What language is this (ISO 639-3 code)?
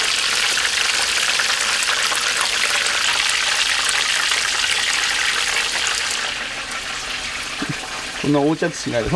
jpn